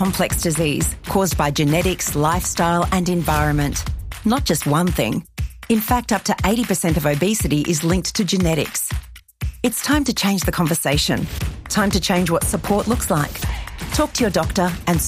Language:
English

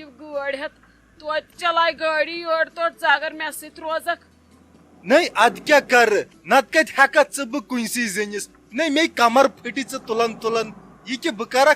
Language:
Kashmiri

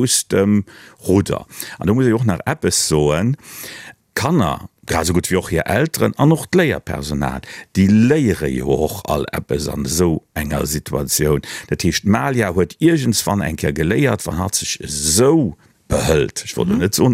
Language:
Luxembourgish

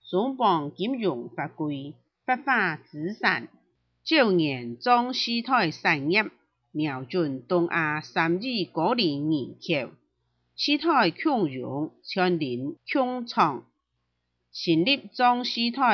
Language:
Hakka Chinese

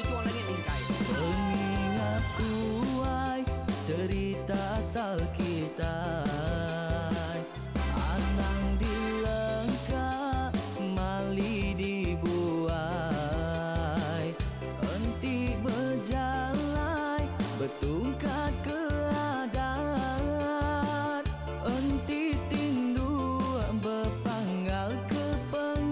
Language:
Iban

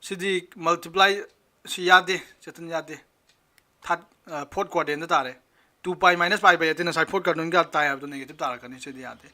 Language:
Manipuri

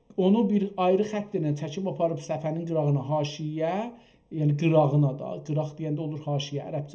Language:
South Azerbaijani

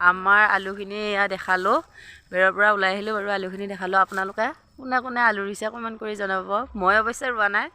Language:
Assamese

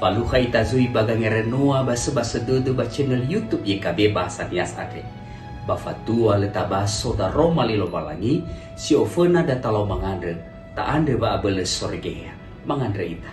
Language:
Nias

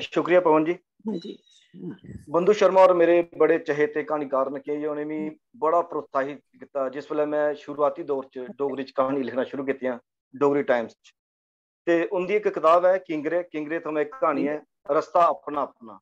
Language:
Dogri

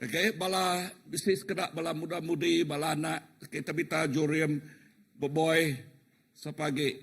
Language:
Iban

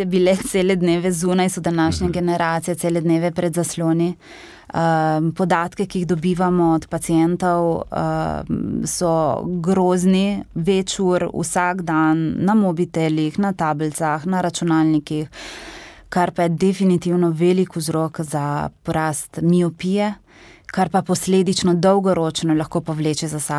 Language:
Slovenian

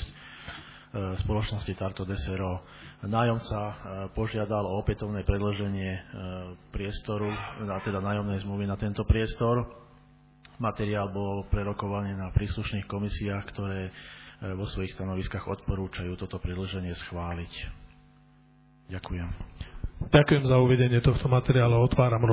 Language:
Slovak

